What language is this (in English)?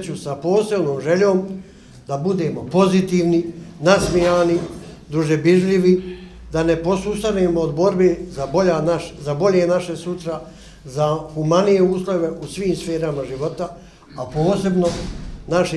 Bosnian